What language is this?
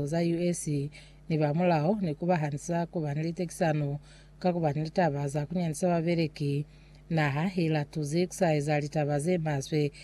Lozi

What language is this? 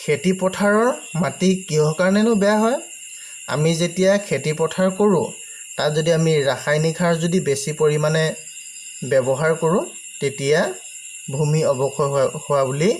Assamese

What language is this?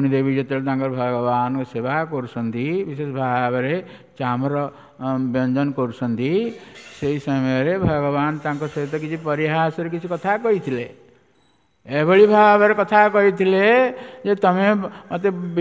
Odia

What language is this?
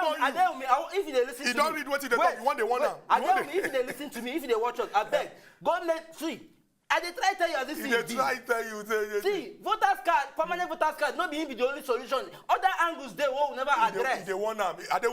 Nigerian Pidgin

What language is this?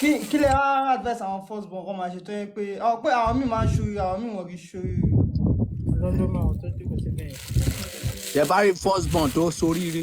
Yoruba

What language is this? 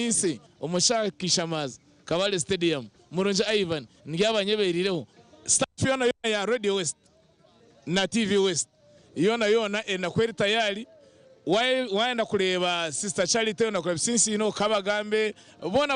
Nyankole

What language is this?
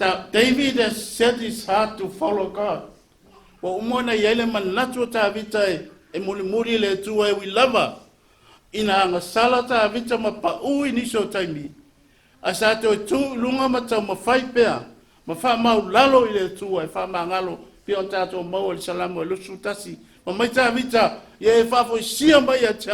Samoan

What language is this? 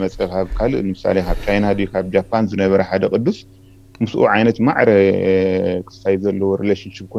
Tigrinya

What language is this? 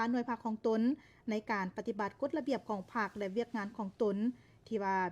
Lao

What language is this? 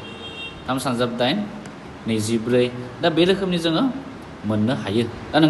Bodo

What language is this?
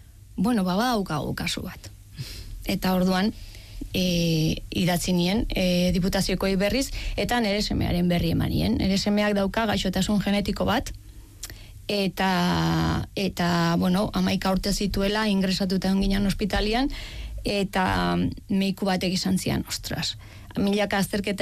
Basque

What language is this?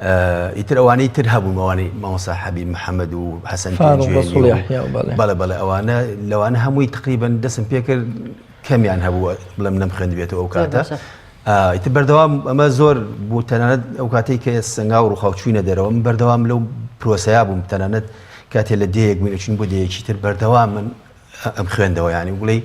Central Kurdish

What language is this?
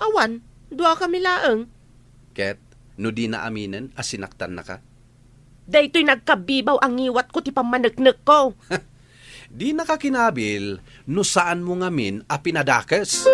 Iloko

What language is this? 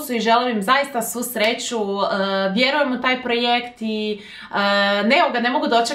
Croatian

